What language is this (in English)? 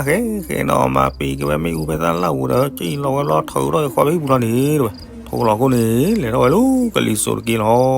S'gaw Karen